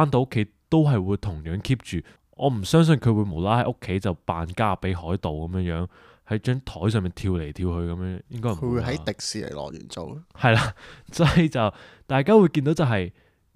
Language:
Cantonese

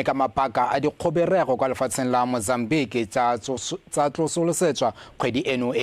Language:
Tswana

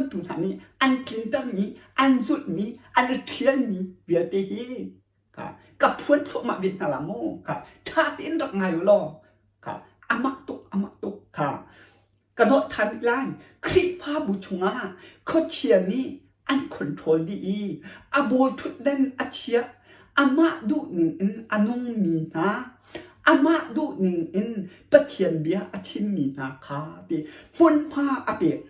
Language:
Hakha Chin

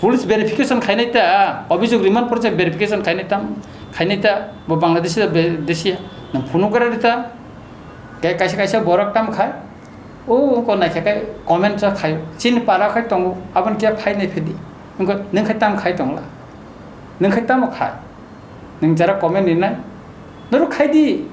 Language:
Kok Borok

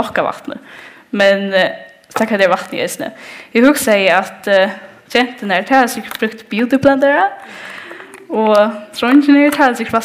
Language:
Faroese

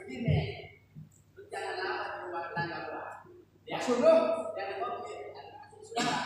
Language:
Betawi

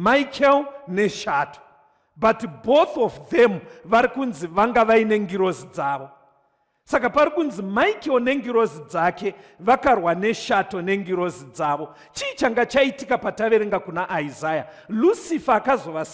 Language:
Shona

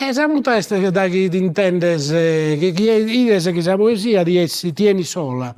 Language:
Sardinian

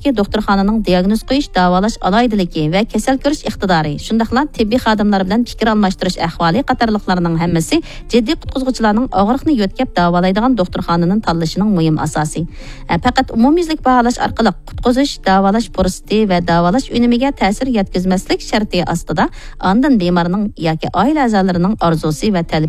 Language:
Uyghur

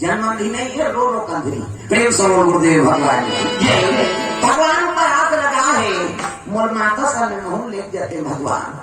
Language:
Chhattisgarhi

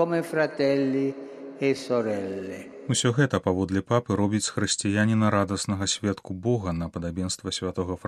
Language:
Belarusian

